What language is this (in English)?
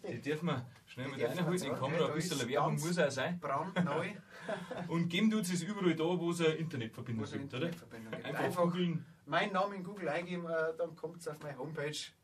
Bavarian